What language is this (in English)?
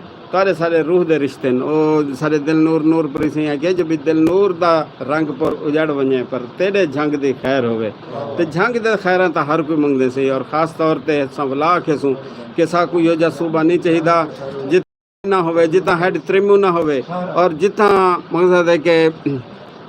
Saraiki